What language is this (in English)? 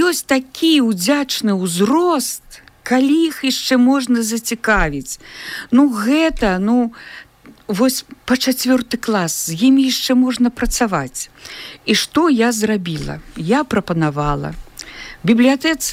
Belarusian